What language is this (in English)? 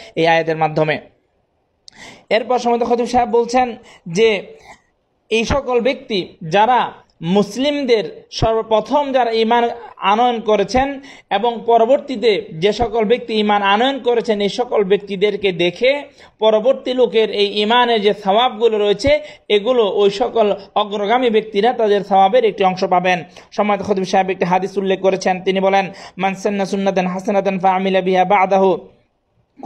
Bangla